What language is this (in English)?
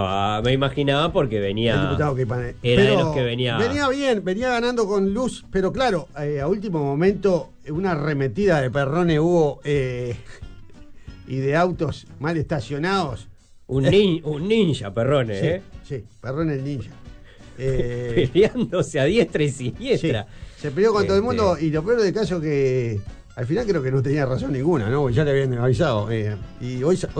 Spanish